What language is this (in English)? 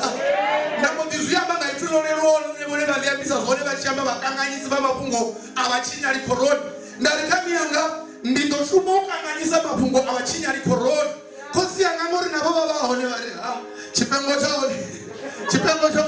Venda